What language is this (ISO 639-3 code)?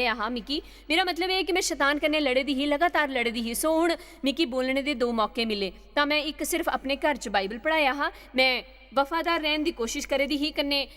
doi